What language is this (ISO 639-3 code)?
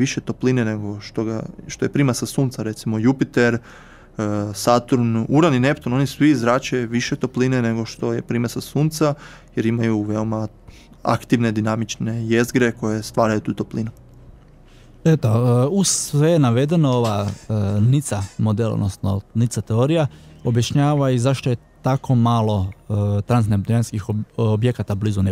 hrv